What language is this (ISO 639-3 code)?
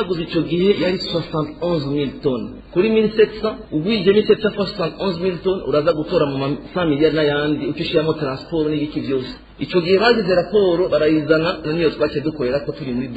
run